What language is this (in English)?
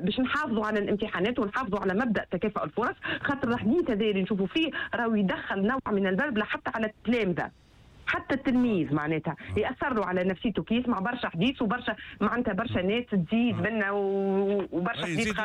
Tunisian Arabic